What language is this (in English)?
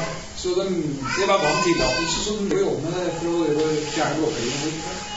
Norwegian